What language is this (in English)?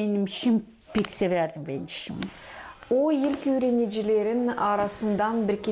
Gagauz